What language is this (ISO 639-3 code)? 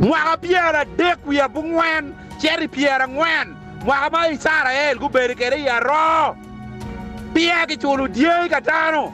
ach